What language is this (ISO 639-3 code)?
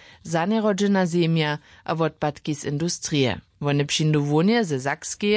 hsb